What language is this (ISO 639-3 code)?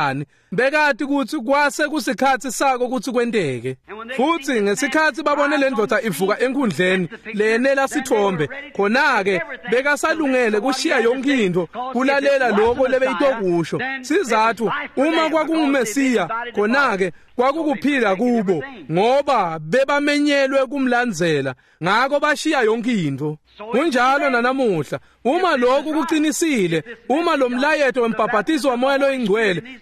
ssw